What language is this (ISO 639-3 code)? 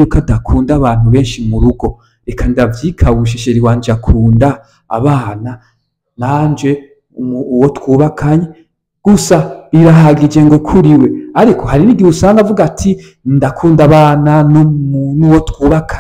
run